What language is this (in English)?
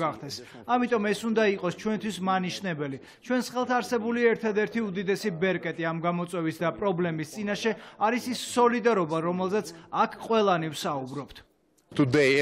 Georgian